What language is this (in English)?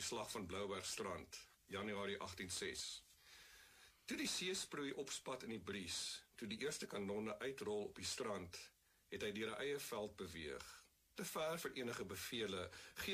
Afrikaans